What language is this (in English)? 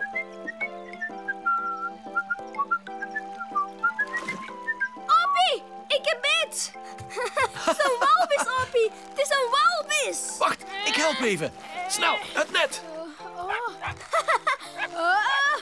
Dutch